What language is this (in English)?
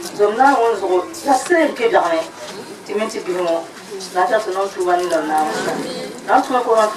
Dagbani